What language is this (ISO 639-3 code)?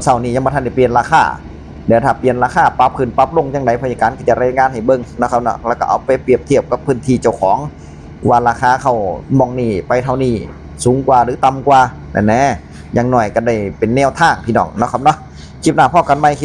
tts